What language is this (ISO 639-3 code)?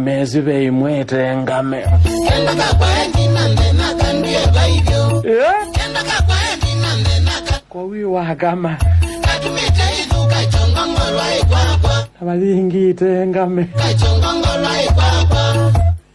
kam